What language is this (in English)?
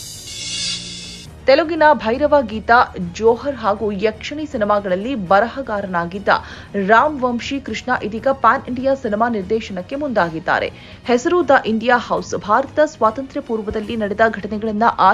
Kannada